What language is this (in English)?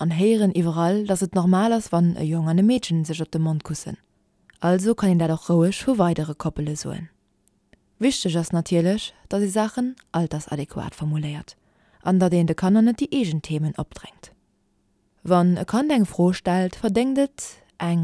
Luxembourgish